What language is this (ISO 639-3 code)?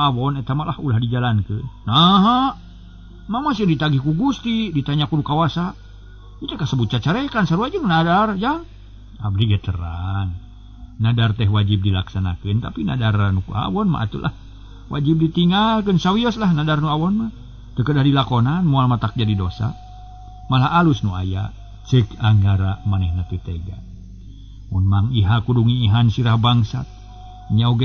sun